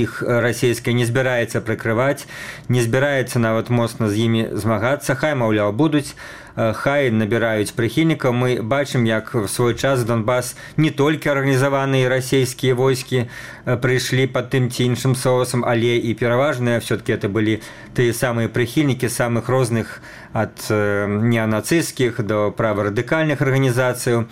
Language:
Belarusian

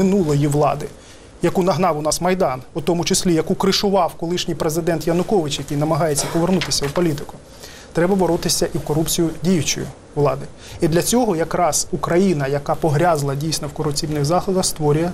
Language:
Ukrainian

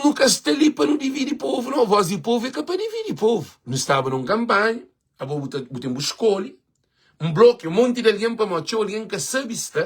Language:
Kabuverdianu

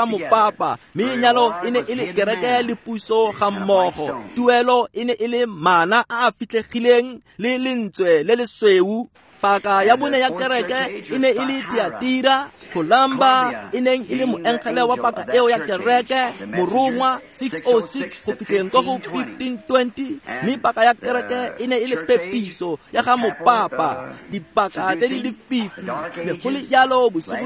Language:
Tswana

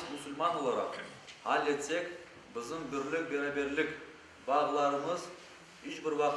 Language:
Crimean Tatar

